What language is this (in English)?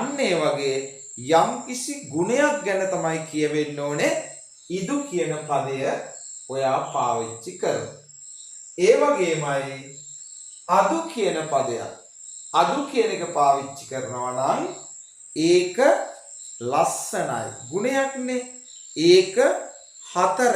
Sinhala